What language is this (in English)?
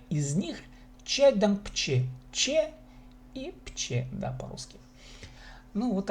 Khakas